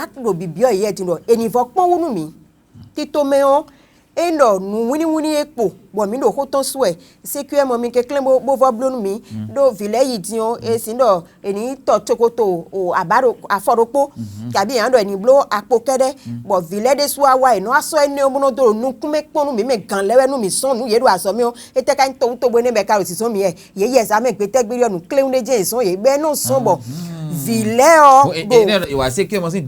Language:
Fon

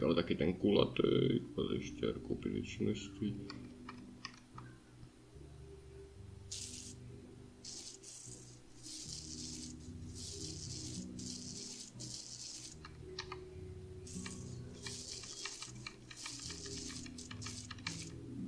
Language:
Czech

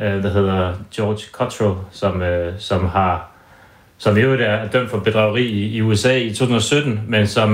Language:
Danish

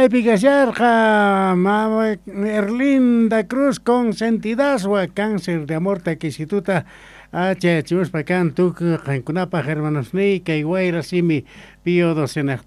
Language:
Quechua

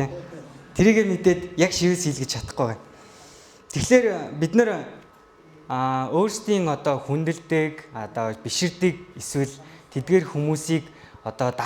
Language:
Mongolian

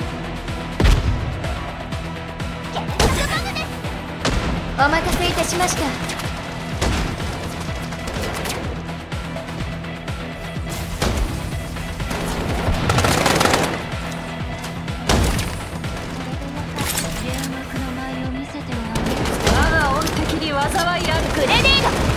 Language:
Japanese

